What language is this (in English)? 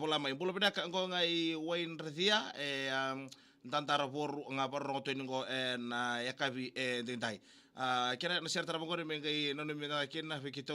Fijian